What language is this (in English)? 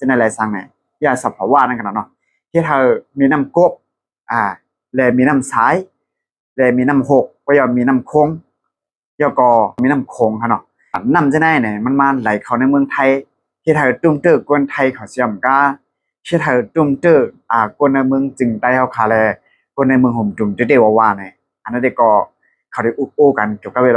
Shan